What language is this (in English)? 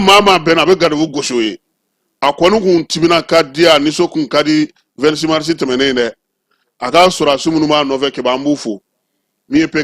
Bambara